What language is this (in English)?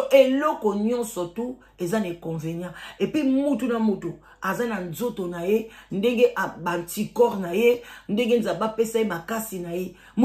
Lingala